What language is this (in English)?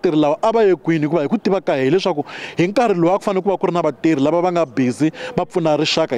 Tsonga